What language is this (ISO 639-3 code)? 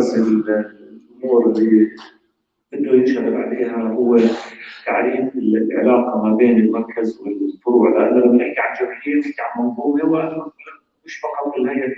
apc